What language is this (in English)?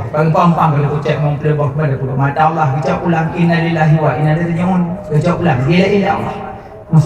Achinese